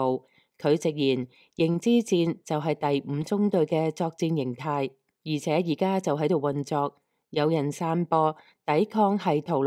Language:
Cantonese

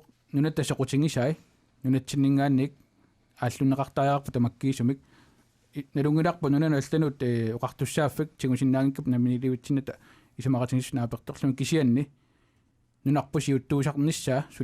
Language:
Kalaallisut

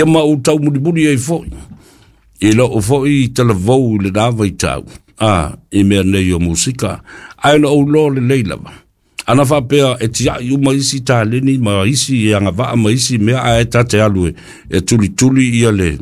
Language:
Samoan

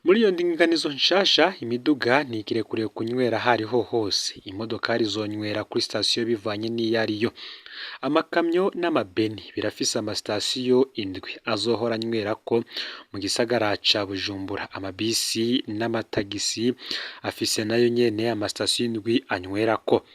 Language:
Rundi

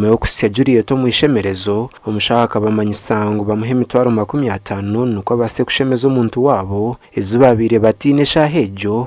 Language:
Nyankole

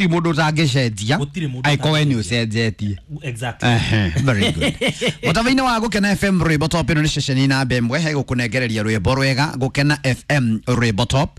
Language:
Kikuyu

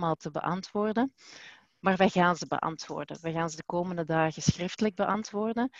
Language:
Dutch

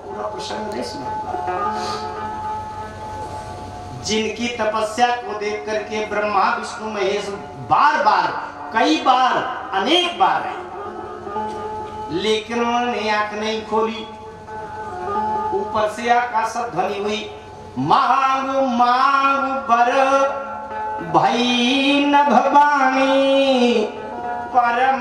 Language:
Hindi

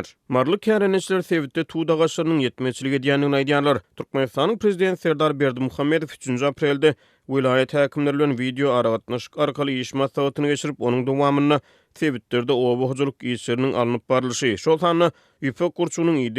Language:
Turkmen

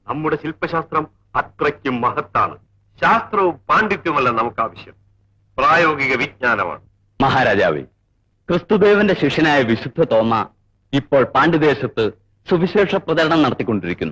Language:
Malayalam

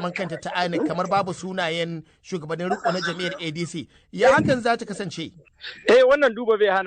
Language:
Hausa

